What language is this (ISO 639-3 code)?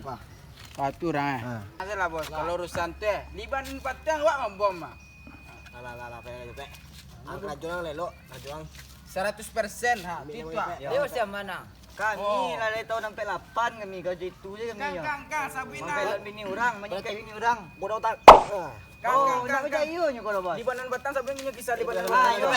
min